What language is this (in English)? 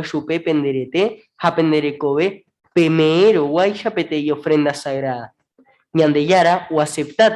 Guarani